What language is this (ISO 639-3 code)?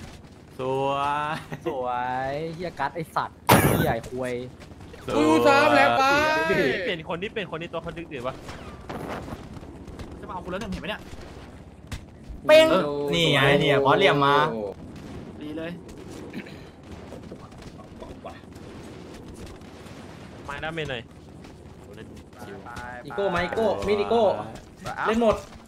tha